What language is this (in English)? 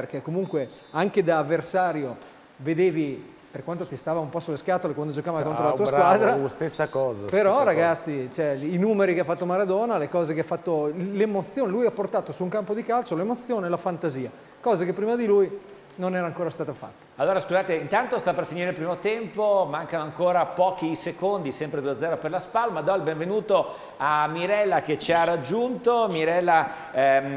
Italian